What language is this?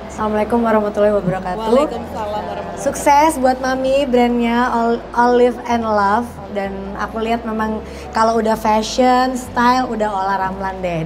Indonesian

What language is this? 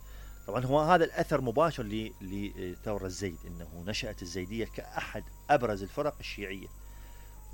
Mesopotamian Arabic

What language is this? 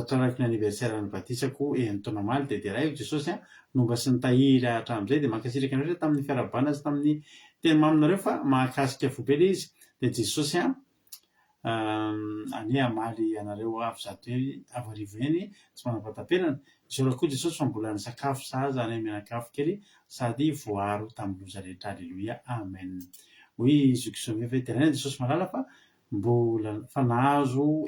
Malagasy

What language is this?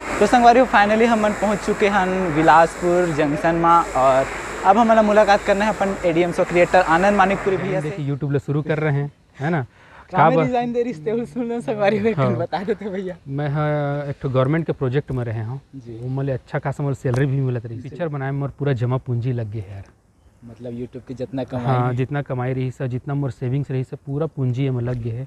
Chhattisgarhi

